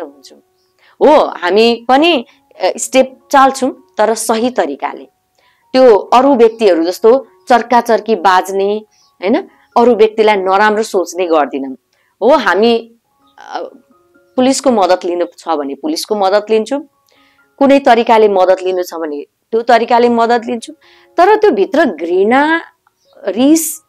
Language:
Nepali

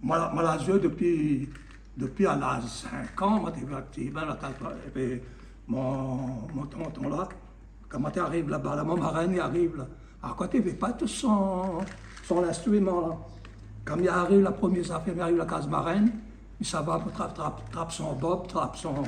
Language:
Réunion Creole French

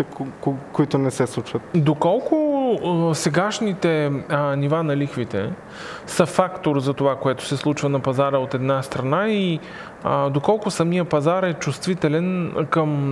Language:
Bulgarian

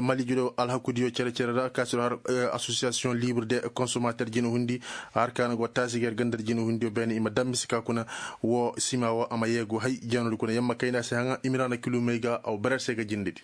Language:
Koyraboro Senni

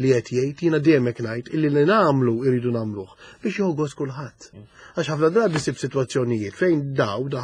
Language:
Maltese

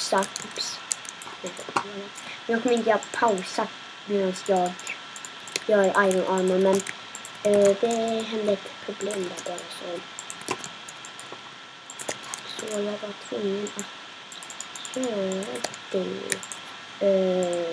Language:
Swedish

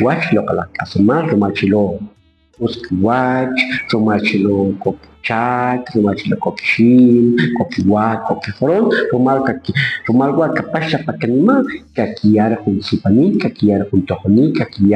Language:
Kʼicheʼ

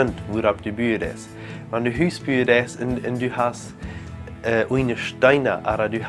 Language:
Plautdietsch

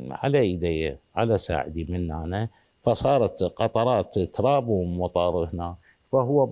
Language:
Mesopotamian Arabic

